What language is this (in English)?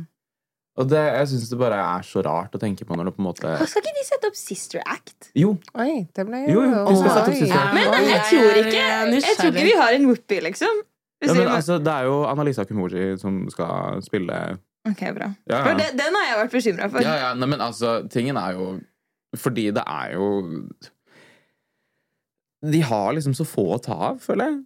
Norwegian